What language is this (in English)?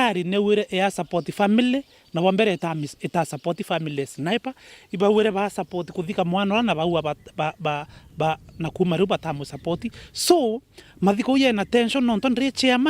Meru